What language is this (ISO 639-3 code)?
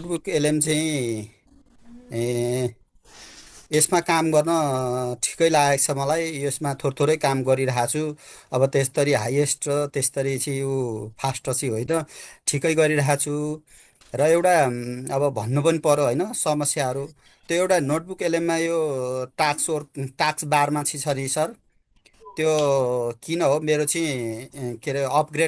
nep